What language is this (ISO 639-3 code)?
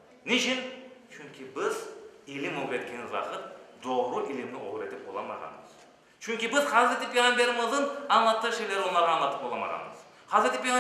crh